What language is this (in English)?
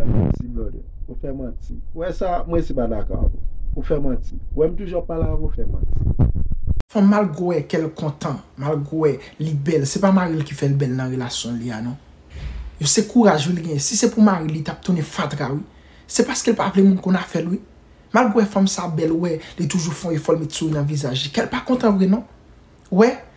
Haitian Creole